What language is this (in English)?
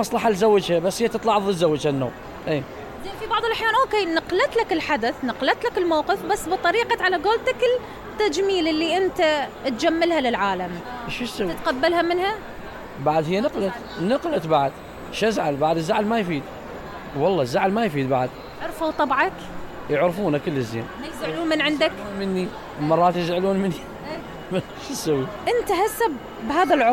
Mesopotamian Arabic